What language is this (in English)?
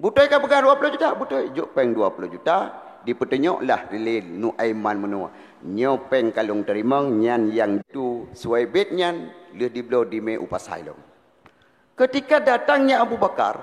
Achinese